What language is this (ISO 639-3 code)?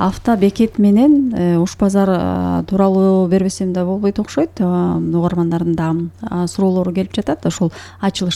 kir